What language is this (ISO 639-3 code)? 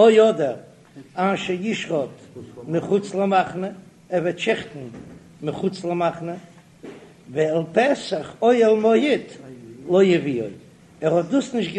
yid